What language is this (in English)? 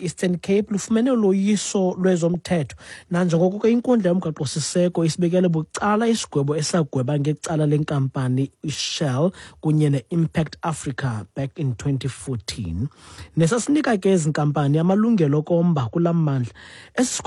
Xhosa